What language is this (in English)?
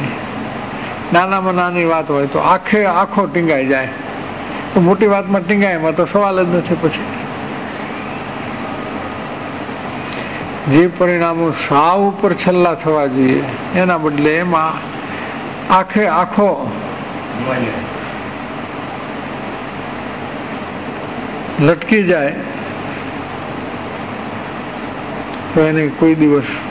Gujarati